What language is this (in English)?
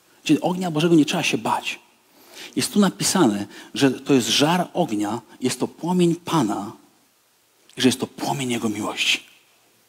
Polish